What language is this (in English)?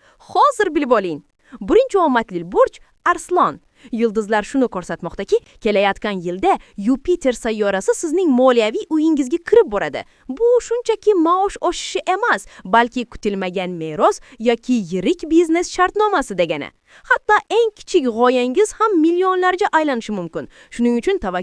Uzbek